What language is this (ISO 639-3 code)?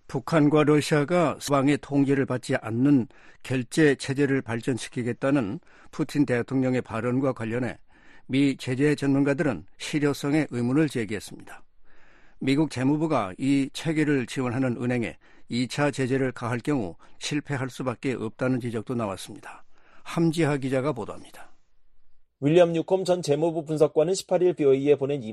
kor